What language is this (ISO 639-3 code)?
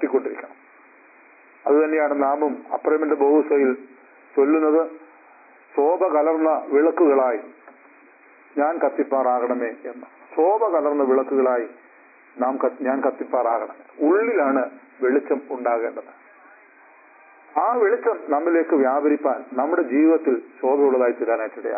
mal